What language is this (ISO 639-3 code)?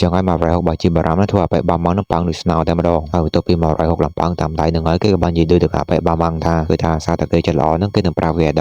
khm